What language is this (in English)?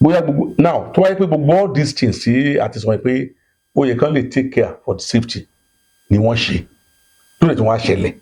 Yoruba